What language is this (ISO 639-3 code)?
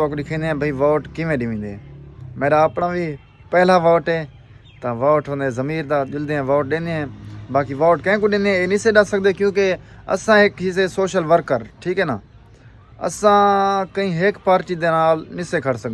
skr